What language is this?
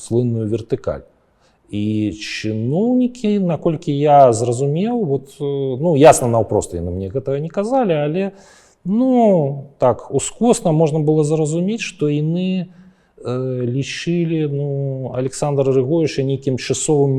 Belarusian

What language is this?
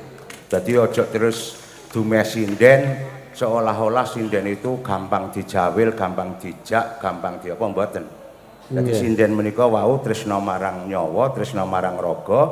Javanese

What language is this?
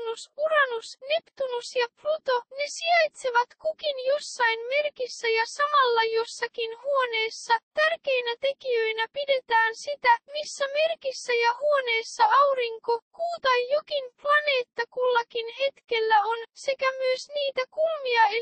Finnish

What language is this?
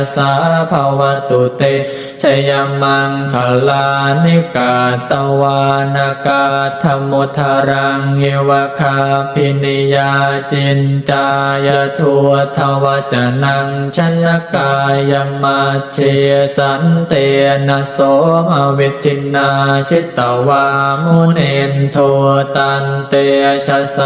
Pali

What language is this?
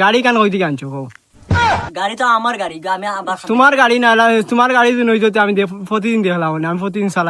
Sylheti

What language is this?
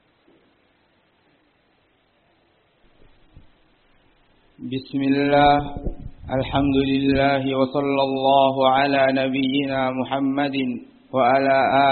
Arabic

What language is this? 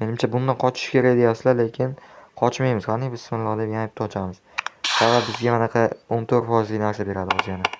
Uzbek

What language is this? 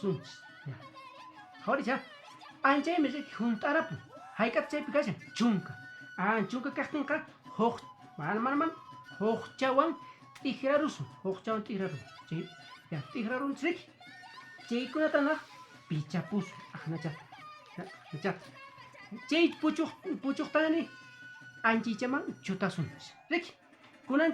Quechua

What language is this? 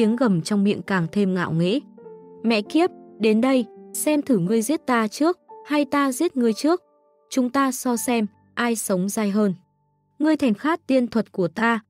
Vietnamese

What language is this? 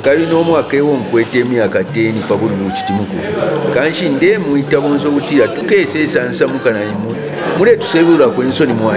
Bemba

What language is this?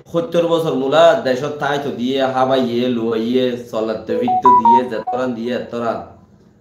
Rohingya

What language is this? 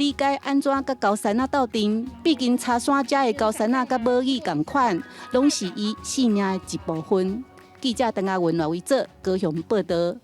Min Nan Chinese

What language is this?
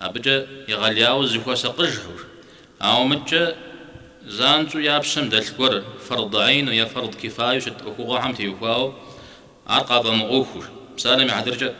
Kabardian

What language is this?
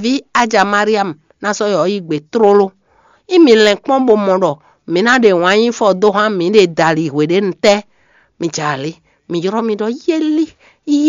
Fon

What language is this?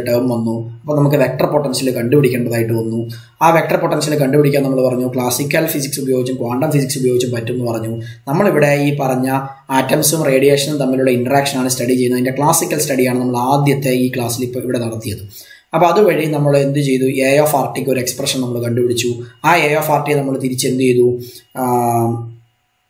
Malayalam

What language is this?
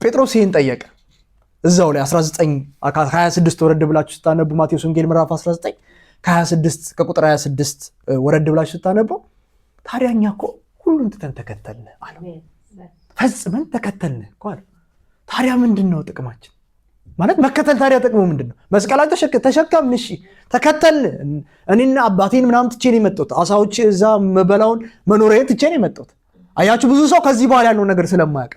Amharic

